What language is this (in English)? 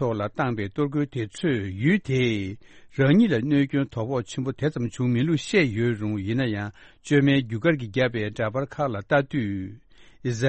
Tibetan